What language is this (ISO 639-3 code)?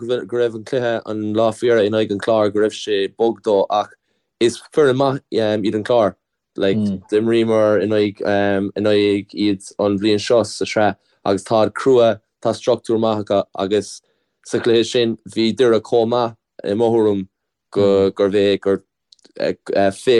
gle